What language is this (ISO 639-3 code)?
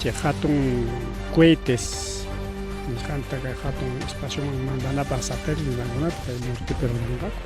quy